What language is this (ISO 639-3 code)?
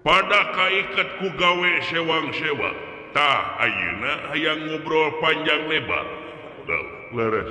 sun